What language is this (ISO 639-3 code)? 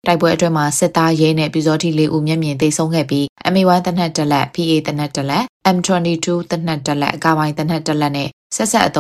mya